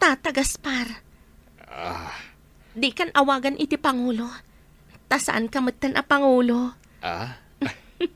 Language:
Iloko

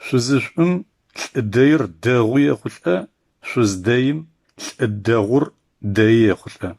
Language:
Adyghe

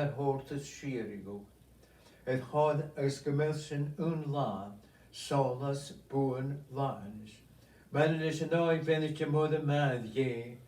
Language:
Scottish Gaelic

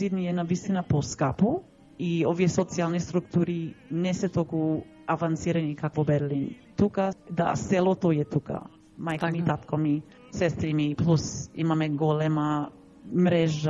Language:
Macedonian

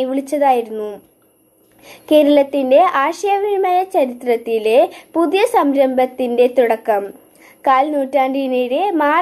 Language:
Malayalam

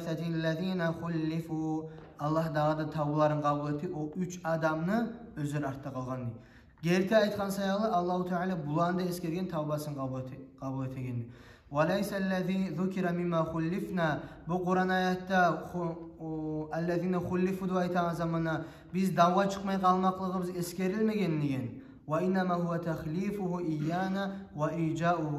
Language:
Kumyk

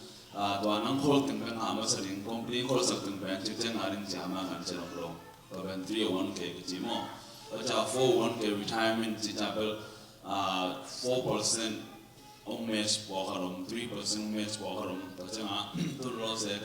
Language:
Tedim Chin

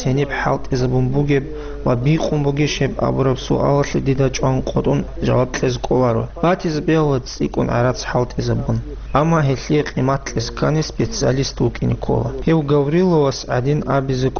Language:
Avaric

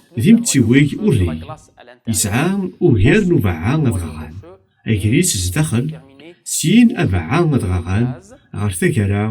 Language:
Kabyle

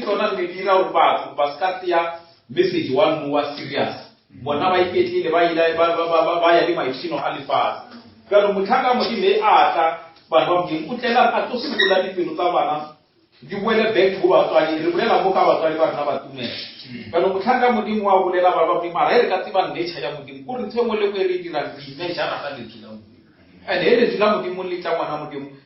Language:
Northern Sotho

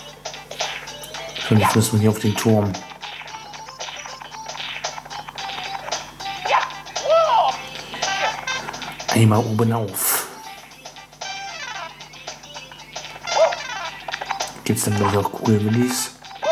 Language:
German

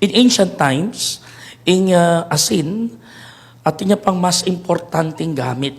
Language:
Pampanga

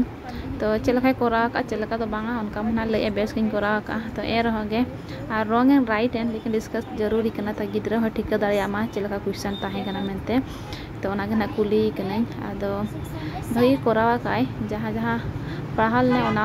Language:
Santali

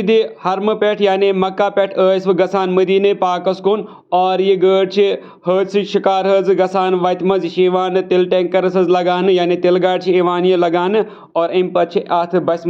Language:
Kashmiri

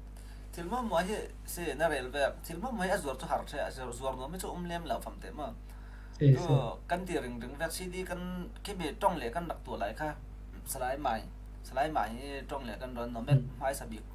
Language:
Falam Chin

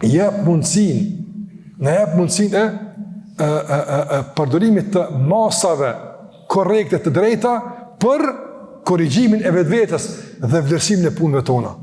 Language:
Albanian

